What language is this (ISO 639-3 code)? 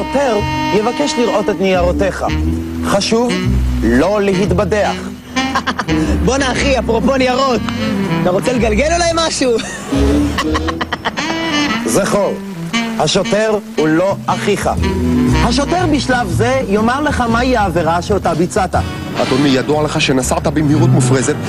heb